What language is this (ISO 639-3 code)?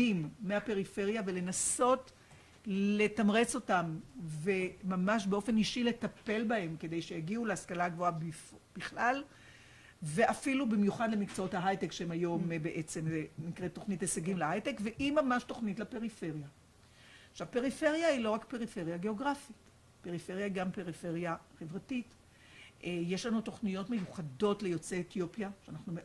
heb